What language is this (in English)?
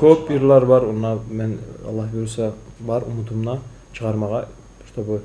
Kumyk